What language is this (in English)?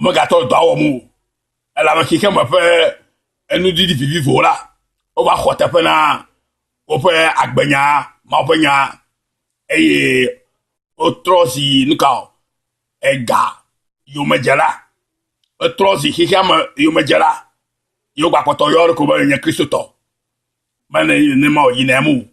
Ewe